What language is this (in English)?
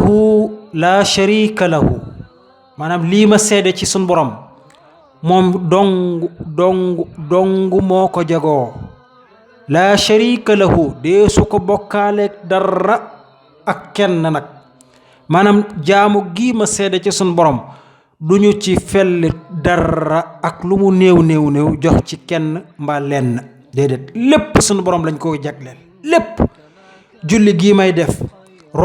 Wolof